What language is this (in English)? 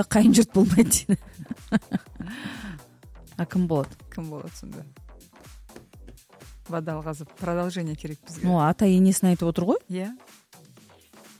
Kazakh